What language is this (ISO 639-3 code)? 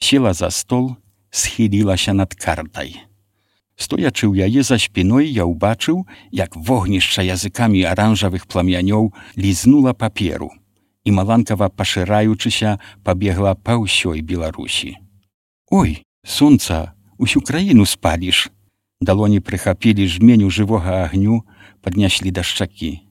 bel